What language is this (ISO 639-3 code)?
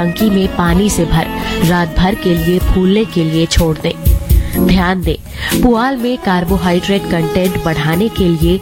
hin